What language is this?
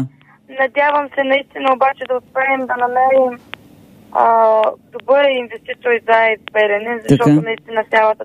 Bulgarian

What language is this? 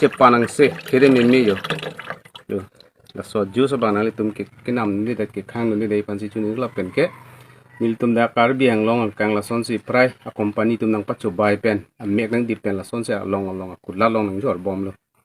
Karbi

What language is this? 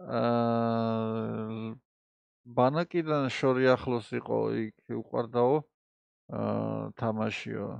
Georgian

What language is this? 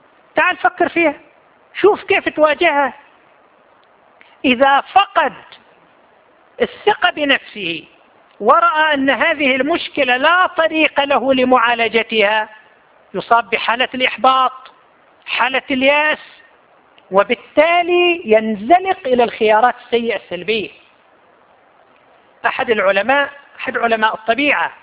Arabic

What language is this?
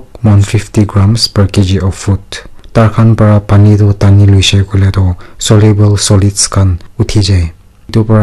Naga Pidgin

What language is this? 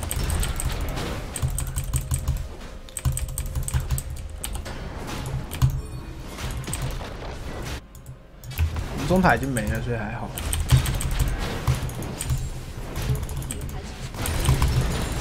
Chinese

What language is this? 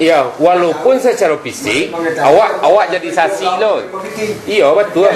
Minangkabau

